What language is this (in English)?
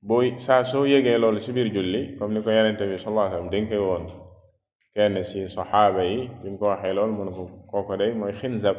Wolof